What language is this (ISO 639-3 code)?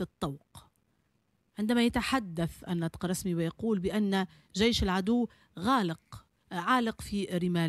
aeb